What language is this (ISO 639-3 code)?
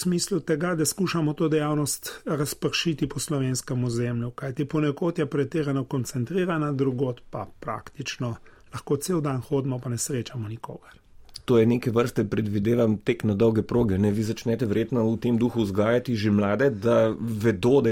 slv